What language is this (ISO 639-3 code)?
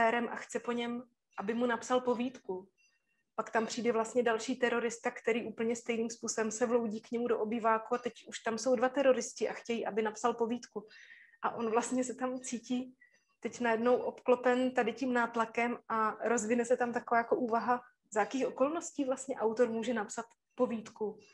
ces